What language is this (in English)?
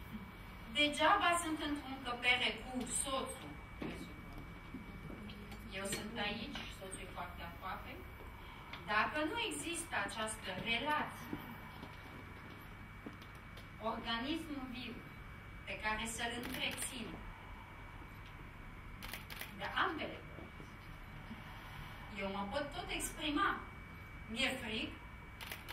Romanian